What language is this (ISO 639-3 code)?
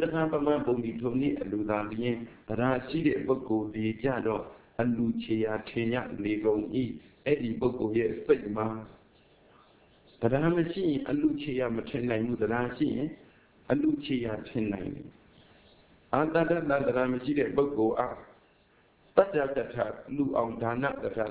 mya